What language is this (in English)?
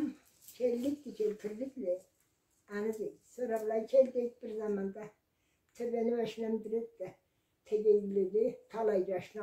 Karachay-Balkar